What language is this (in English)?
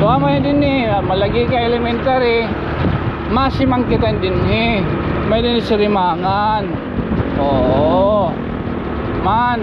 Waray